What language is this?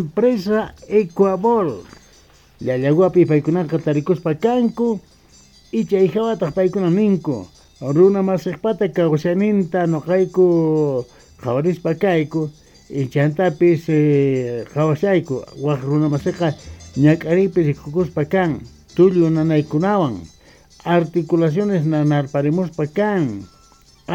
Quechua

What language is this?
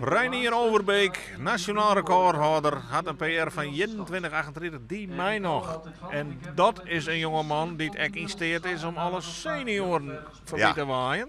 Western Frisian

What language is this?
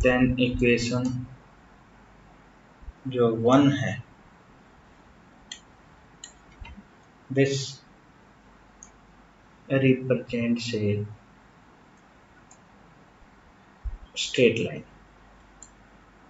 Hindi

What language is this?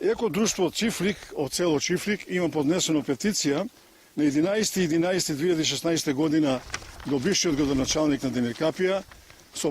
Macedonian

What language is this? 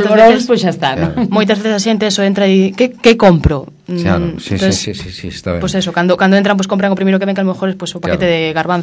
Galician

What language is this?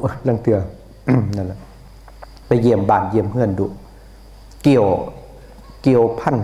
Northeastern Thai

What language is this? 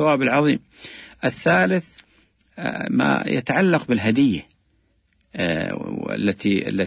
Arabic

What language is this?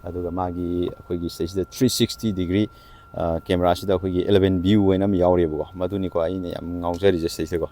Manipuri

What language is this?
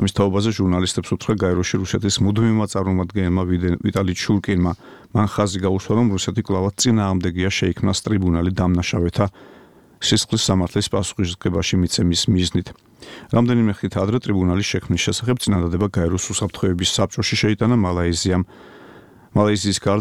Georgian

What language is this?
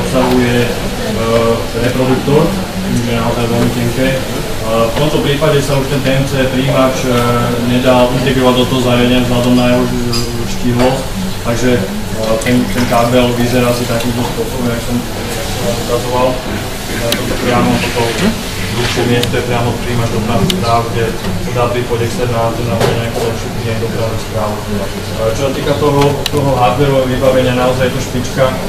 Slovak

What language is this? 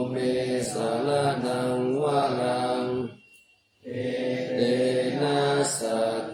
Pali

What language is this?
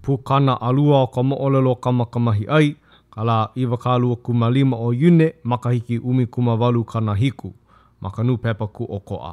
Hawaiian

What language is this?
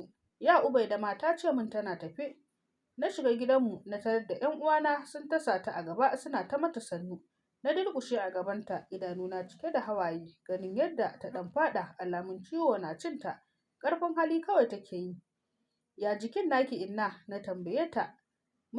Hausa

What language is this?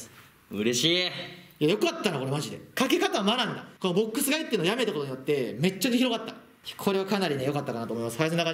Japanese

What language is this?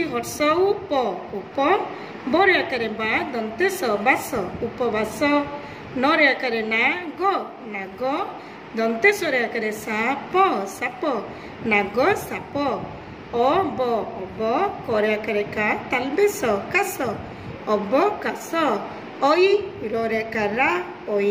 Odia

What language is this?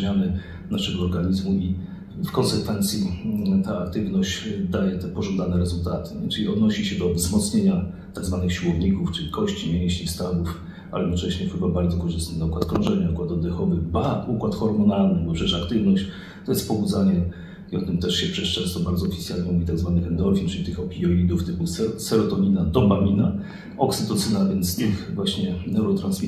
Polish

